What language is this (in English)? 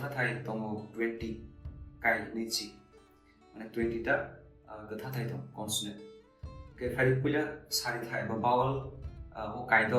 Kok Borok